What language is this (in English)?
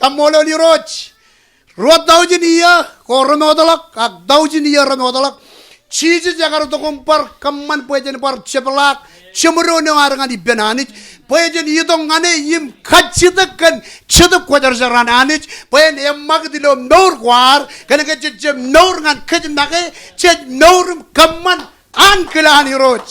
Marshallese